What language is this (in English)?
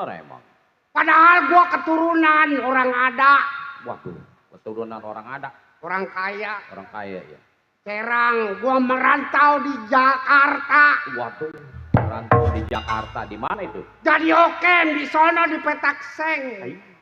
Betawi